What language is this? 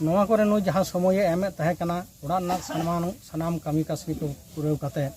Santali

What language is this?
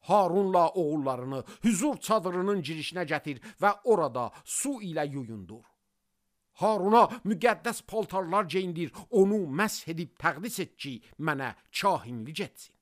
Azerbaijani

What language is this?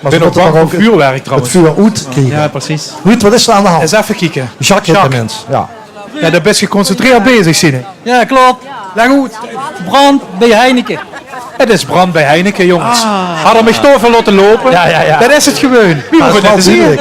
Limburgish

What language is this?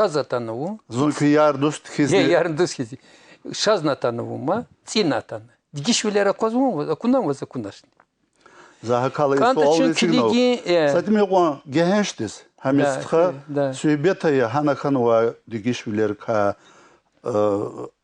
Lezghian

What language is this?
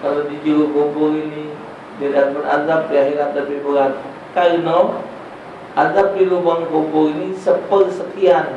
Musi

